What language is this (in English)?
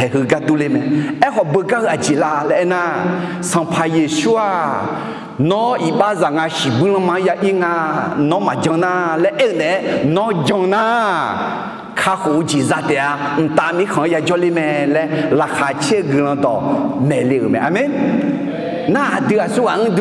Akha